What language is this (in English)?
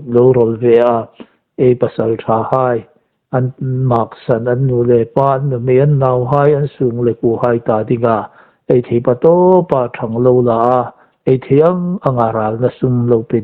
Hmar